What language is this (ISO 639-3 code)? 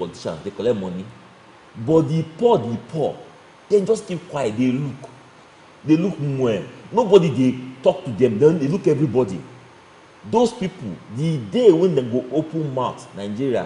pcm